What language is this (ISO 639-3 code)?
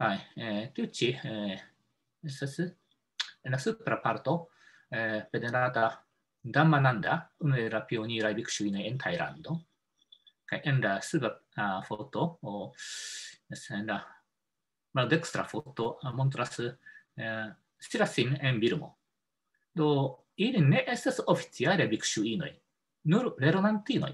epo